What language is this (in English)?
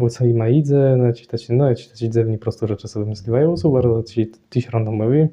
Kashubian